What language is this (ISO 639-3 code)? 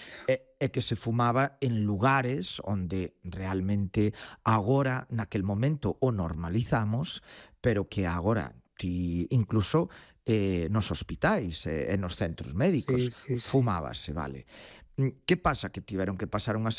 glg